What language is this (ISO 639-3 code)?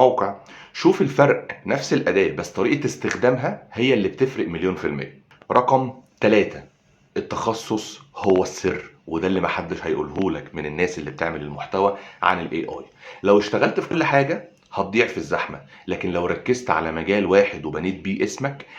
arz